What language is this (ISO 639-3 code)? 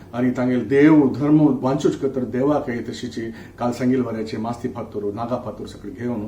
kok